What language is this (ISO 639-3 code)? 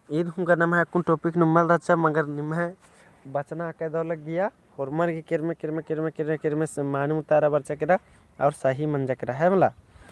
kru